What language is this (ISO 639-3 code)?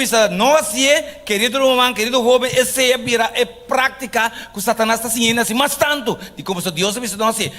pap